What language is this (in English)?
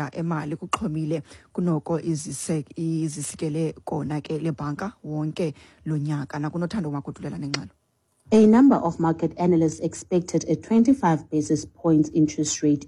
Xhosa